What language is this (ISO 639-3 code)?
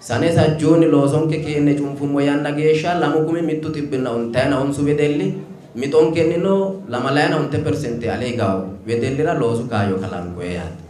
sid